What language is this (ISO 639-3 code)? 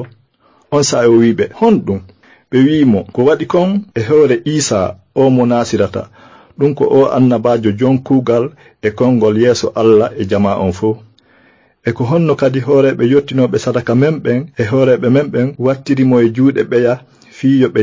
ful